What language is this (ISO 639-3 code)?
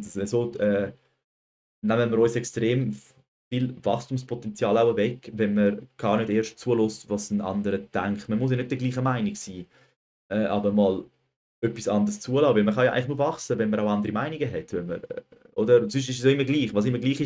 gsw